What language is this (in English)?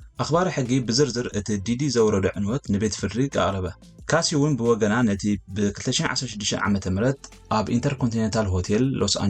Tigrinya